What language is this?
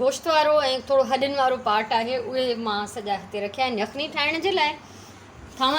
Sindhi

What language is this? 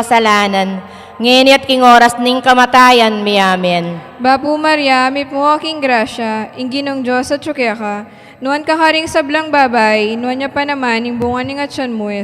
Pampanga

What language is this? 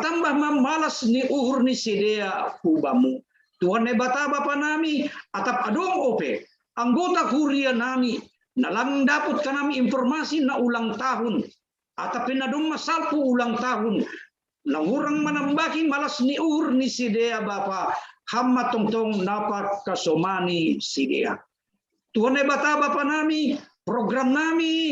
Batak Simalungun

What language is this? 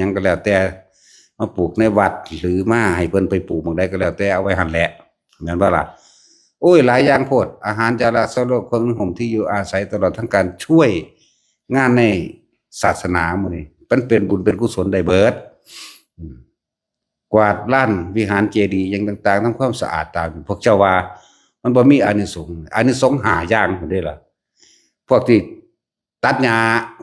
Lao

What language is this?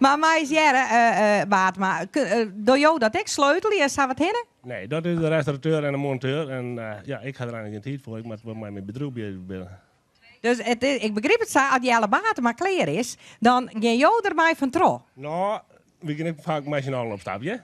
Western Frisian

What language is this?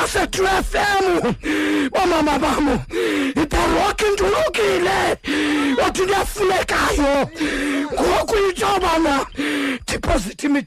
Xhosa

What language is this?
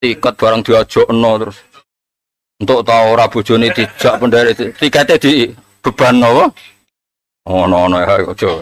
Javanese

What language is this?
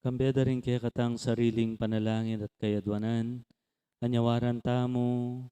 Pampanga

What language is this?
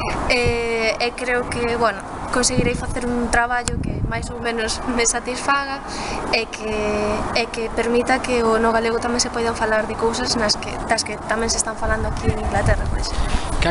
Galician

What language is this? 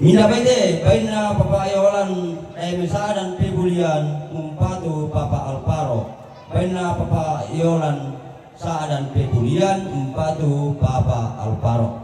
Toraja-Sa'dan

